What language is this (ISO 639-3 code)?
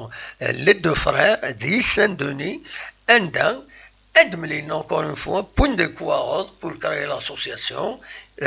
kab